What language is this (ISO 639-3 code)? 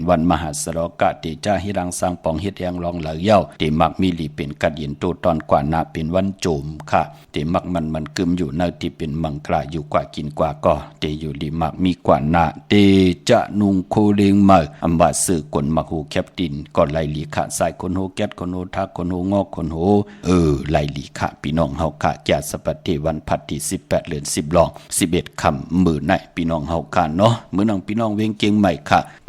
shn